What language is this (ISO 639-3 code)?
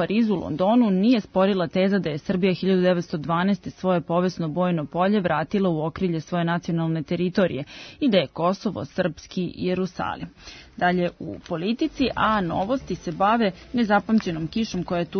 srp